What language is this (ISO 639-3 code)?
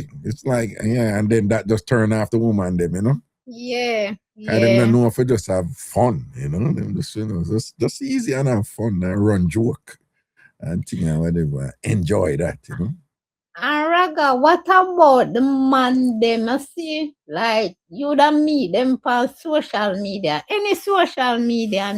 jam